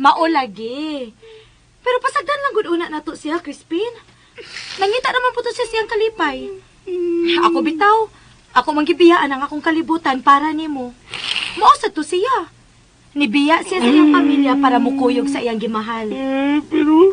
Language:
Cebuano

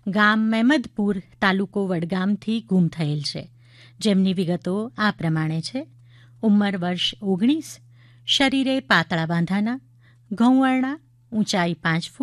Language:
Gujarati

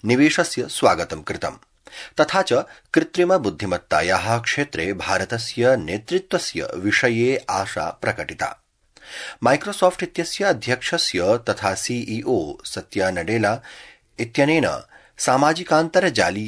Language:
Sanskrit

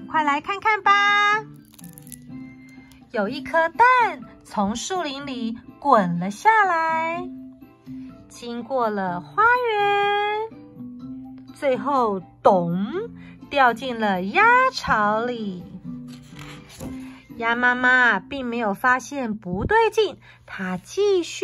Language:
Chinese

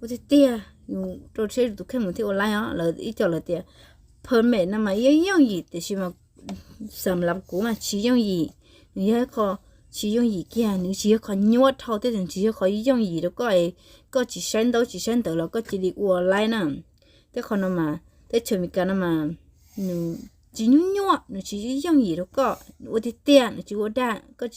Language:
Hmong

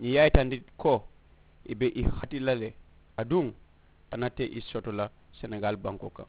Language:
Mandingo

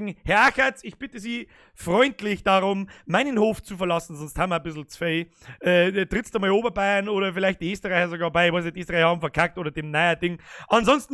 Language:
Bavarian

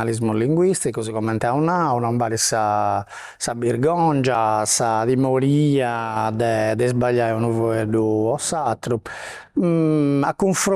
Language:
Sardinian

